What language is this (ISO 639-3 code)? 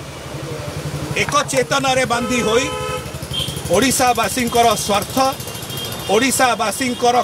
ori